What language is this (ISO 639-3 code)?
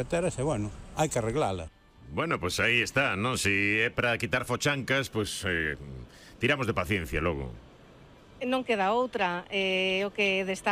glg